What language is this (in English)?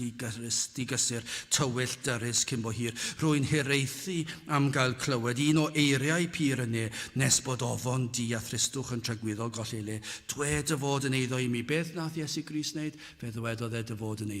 Welsh